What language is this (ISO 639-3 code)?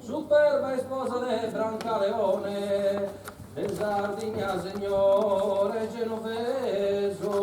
srd